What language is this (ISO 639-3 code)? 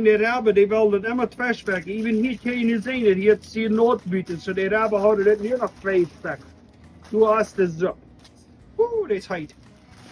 pdt